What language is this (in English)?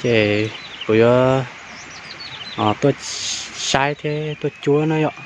Hmong